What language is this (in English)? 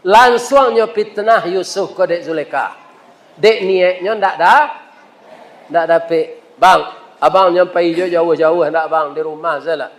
Minangkabau